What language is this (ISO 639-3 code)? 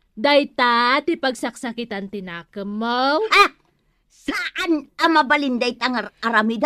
ilo